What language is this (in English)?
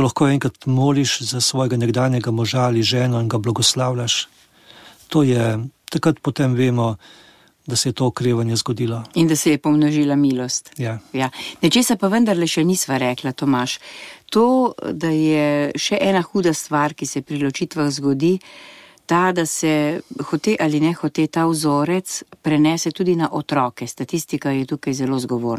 Slovenian